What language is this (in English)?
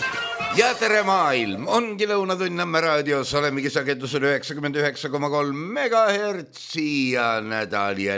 Estonian